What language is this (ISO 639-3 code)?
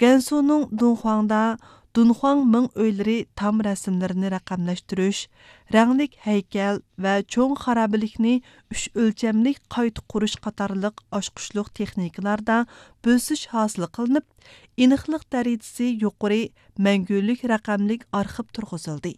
uig